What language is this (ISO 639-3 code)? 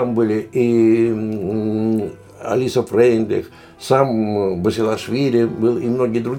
rus